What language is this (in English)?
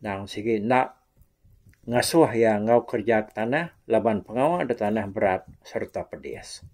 Iban